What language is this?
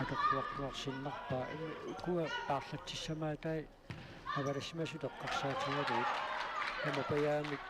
Kalaallisut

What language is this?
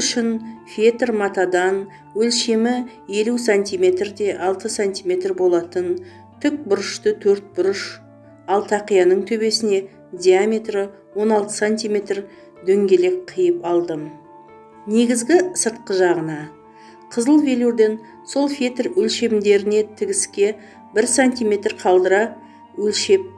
Kazakh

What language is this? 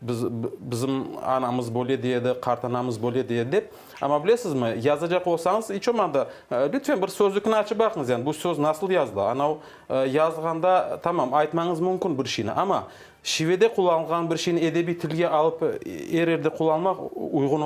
Crimean Tatar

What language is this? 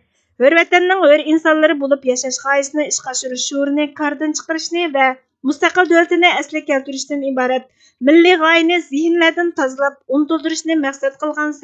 Uyghur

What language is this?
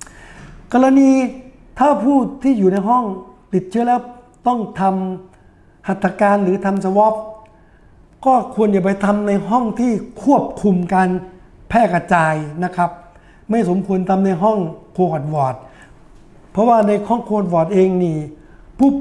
Thai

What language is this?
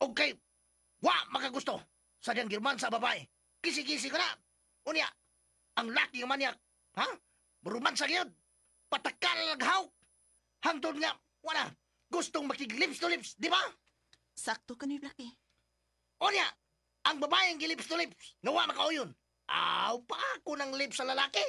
Cebuano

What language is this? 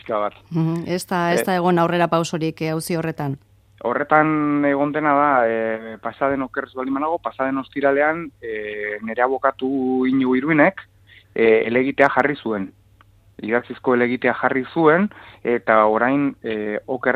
Basque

